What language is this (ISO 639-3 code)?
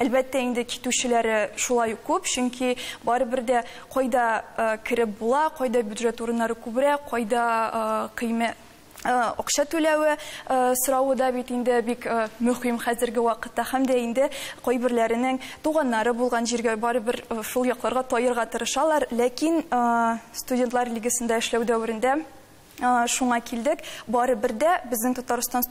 tat